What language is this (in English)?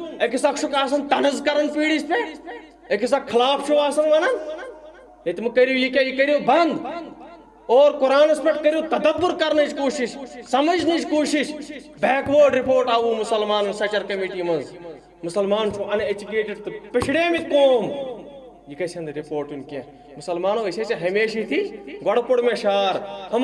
Kashmiri